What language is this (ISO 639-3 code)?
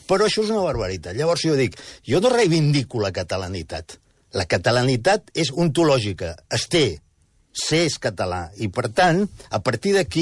cat